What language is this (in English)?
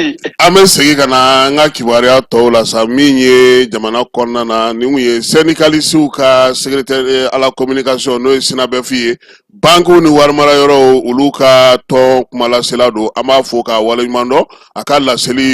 Bambara